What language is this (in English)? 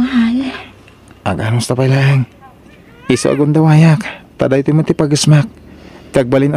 Iloko